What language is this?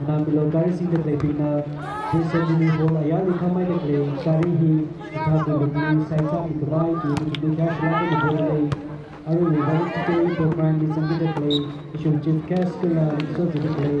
Tangkhul Naga (India)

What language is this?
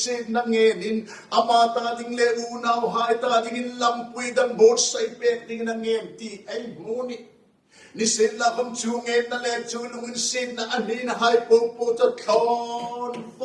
Hmar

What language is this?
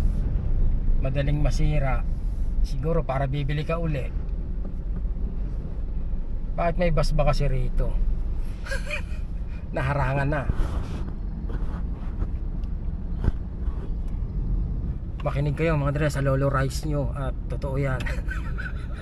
Filipino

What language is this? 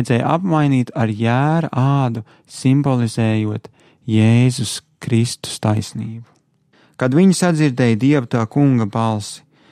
Latvian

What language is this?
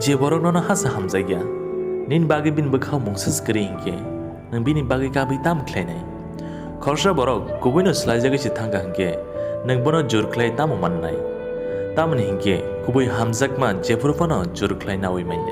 Kok Borok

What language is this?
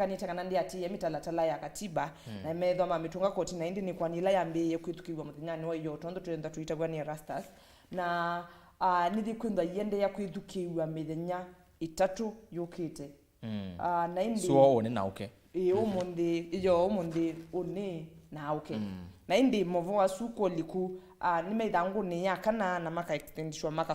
Kamba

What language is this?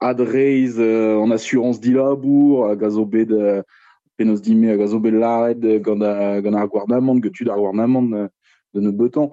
Breton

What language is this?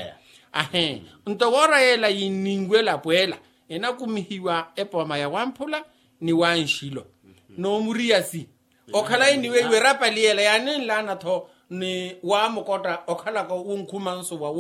Makhuwa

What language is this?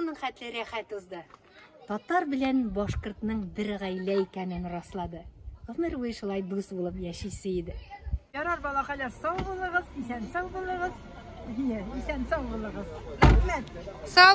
Tatar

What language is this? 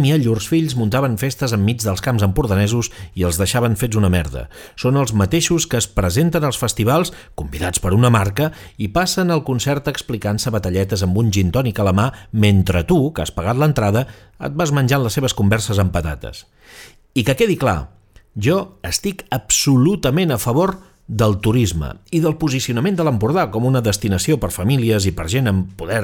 Catalan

